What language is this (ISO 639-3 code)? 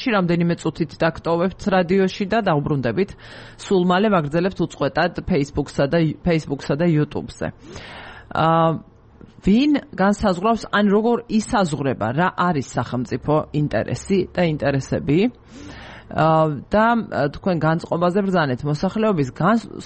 kat